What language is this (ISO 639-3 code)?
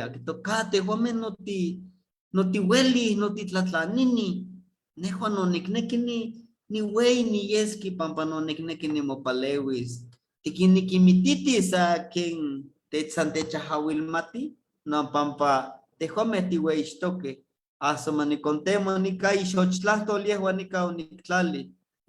nhe